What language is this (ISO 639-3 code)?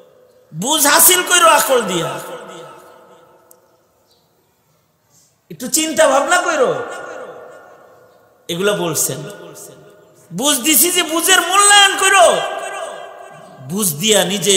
ben